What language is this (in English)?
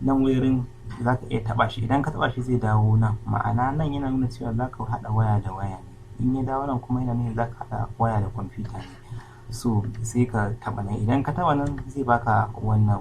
Hausa